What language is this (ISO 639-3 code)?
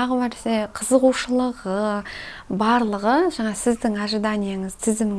kaz